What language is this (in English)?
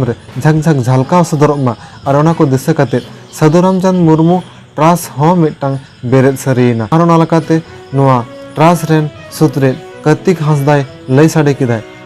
Santali